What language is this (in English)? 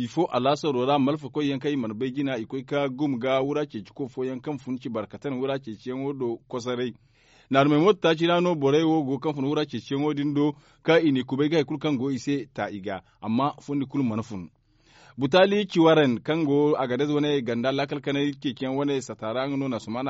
Zarma